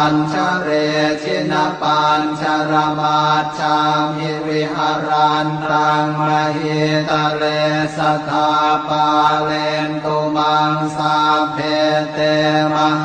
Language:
Pali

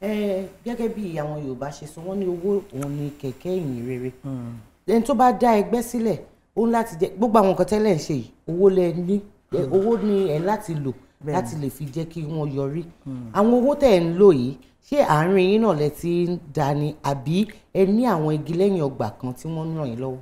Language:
Yoruba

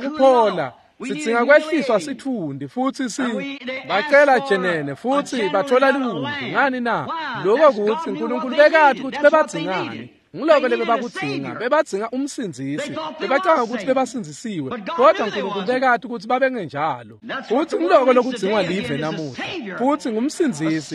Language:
Swati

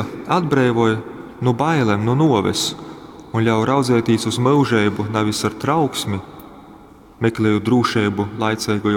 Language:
Latgalian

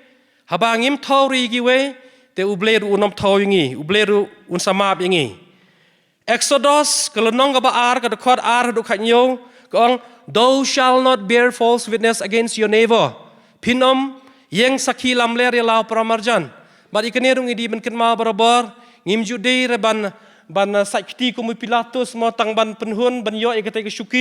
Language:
Khasi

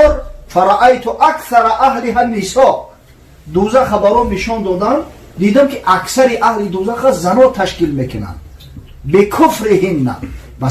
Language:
Tajik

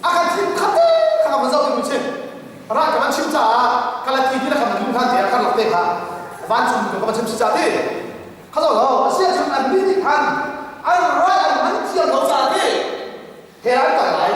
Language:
Hakha Chin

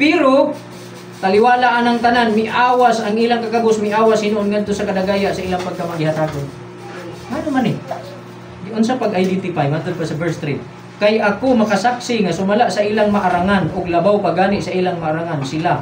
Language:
Cebuano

